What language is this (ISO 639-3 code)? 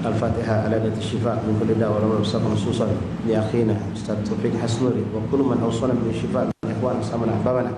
mui